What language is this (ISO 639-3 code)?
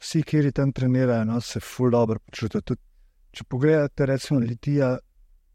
slv